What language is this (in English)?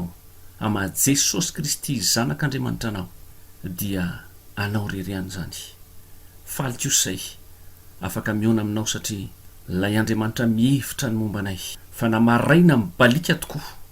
Malagasy